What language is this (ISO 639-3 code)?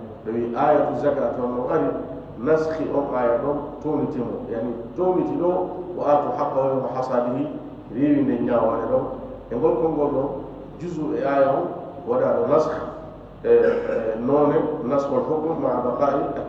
ful